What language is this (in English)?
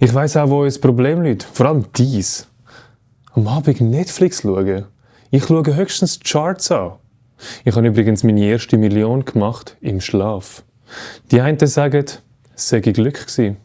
Swiss German